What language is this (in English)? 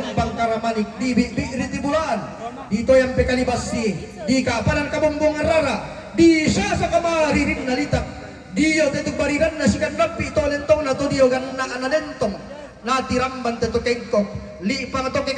Toraja-Sa'dan